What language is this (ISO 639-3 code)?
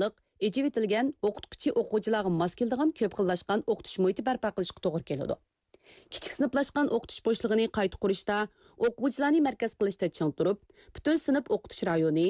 uig